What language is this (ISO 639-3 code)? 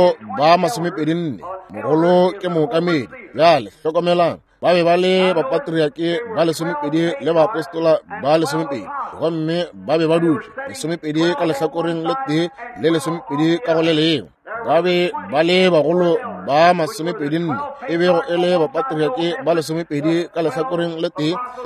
nso